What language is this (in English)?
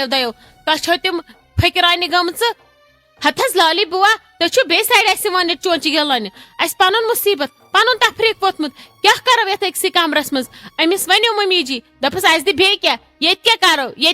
Kashmiri